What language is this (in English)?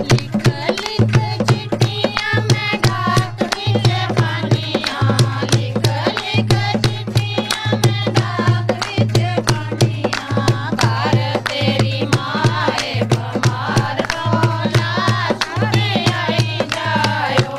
Dogri